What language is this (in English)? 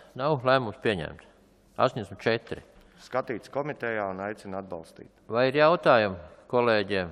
Latvian